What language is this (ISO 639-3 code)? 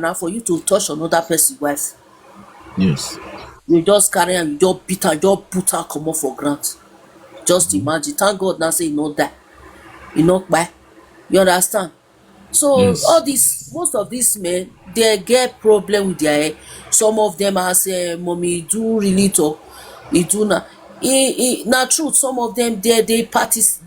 pcm